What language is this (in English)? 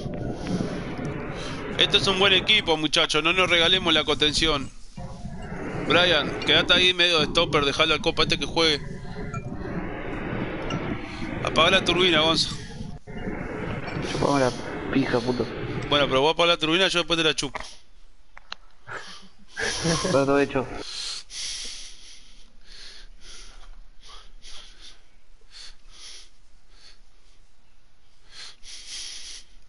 Spanish